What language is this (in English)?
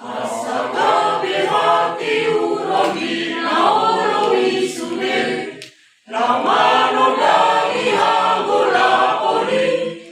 Batak Toba